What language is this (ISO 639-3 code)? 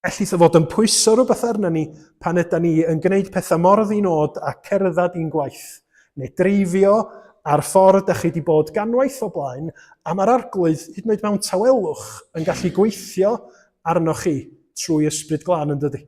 cym